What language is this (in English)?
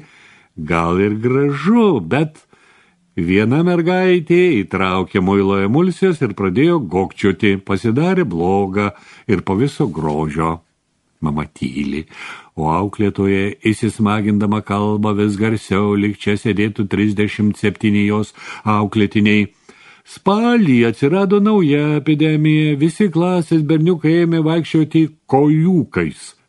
Lithuanian